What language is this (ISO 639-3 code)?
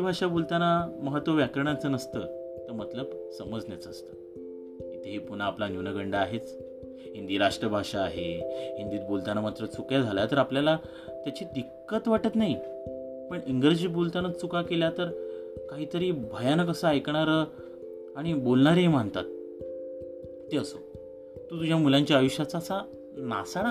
mar